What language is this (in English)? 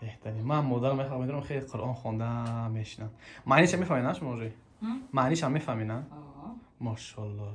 Tajik